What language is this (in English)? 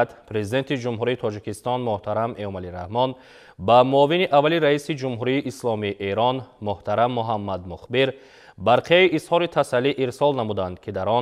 Tajik